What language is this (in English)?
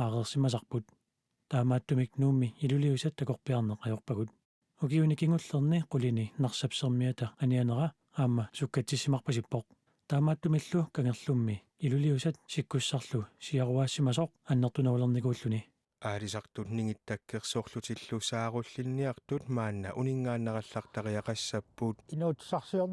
Kalaallisut